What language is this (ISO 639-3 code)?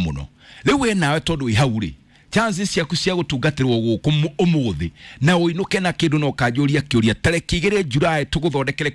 kik